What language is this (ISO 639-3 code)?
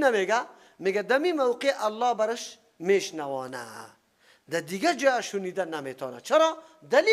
fas